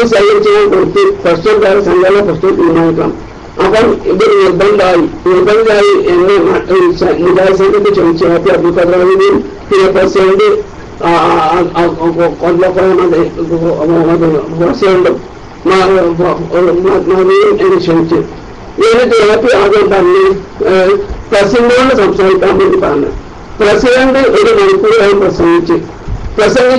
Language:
Malayalam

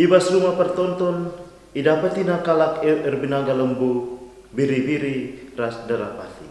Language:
Batak Karo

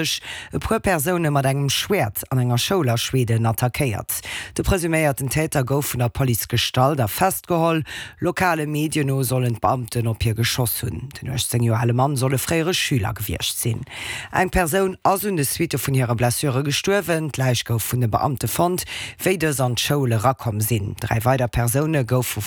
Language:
Luxembourgish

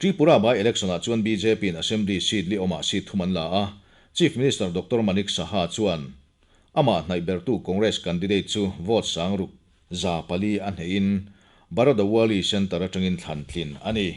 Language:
Mizo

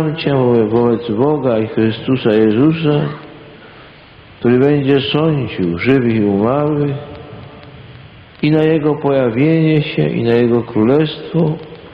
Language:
Polish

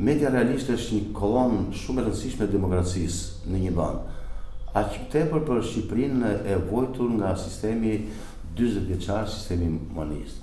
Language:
Albanian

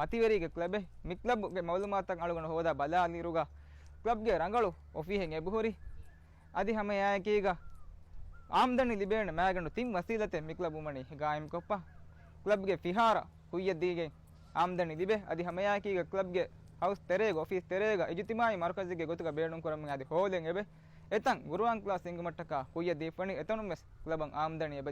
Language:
Divehi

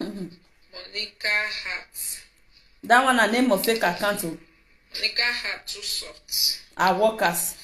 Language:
Nigerian Pidgin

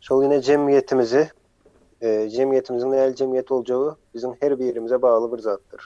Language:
Turkmen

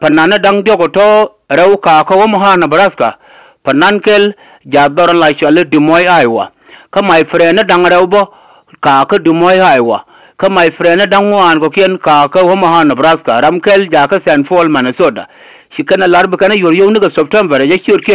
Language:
Nuer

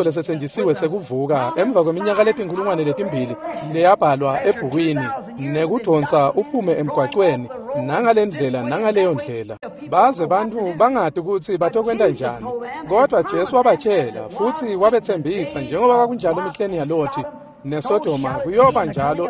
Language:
Swati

